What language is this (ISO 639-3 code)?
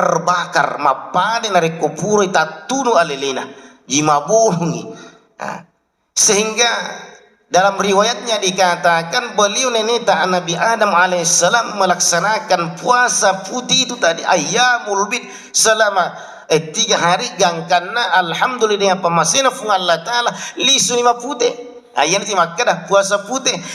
bug